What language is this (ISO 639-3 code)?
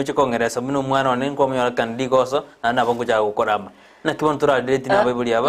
guz